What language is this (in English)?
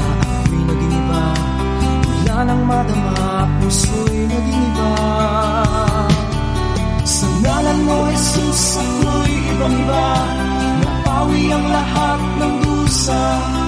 Filipino